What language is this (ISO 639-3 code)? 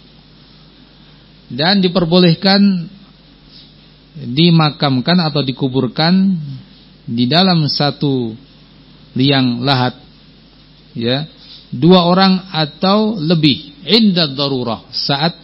ind